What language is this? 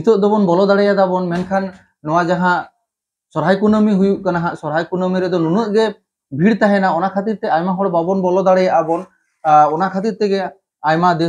Santali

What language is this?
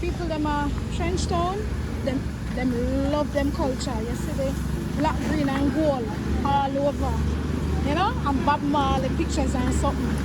Jamaican Creole English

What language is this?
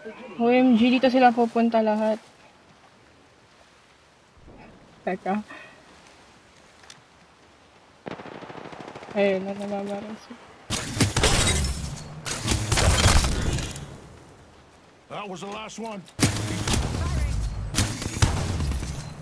Filipino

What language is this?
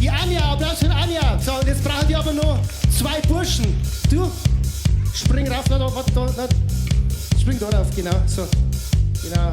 Bavarian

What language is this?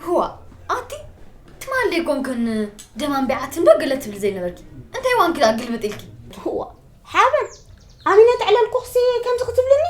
Tigrinya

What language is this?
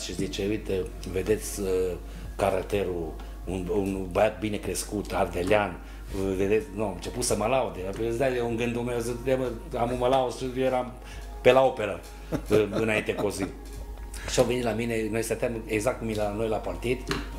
Romanian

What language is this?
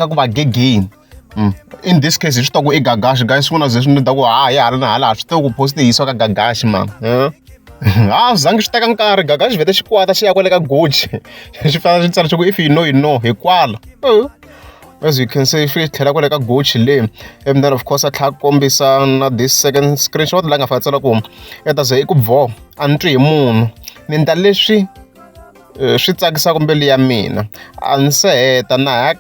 Tsonga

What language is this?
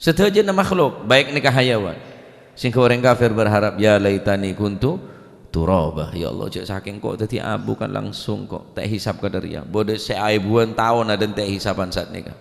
Madurese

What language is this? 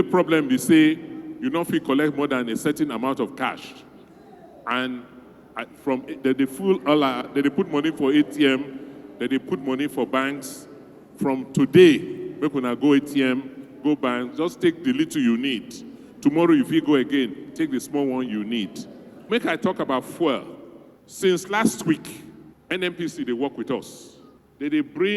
Nigerian Pidgin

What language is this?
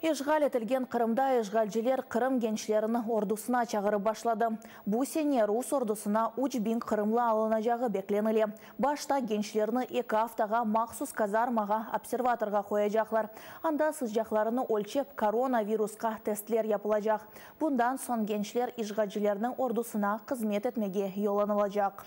Crimean Tatar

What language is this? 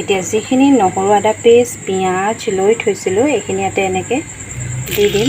Assamese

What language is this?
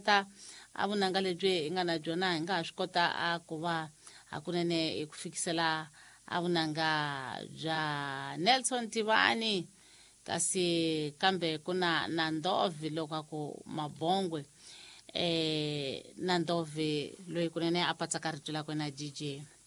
Tsonga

